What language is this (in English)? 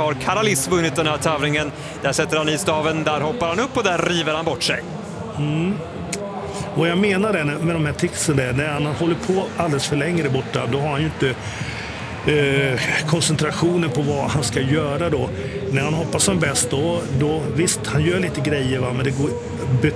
Swedish